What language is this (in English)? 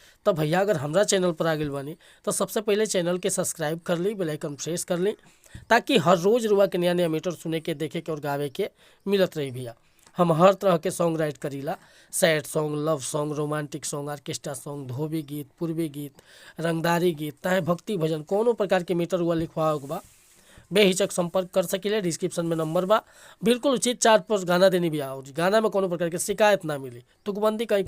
Bhojpuri